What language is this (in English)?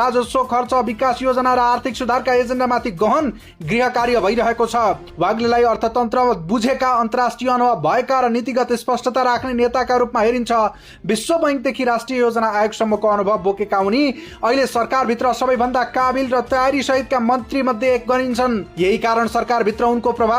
Nepali